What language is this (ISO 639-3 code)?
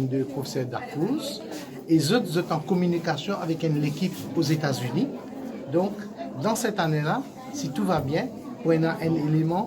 mfe